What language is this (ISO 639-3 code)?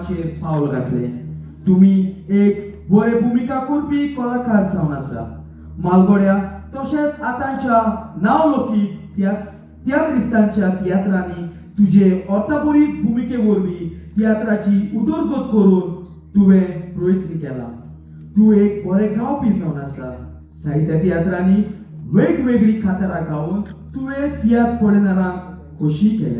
kok